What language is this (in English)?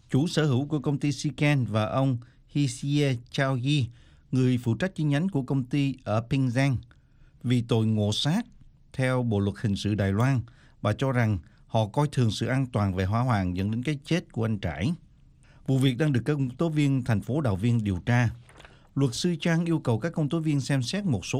Vietnamese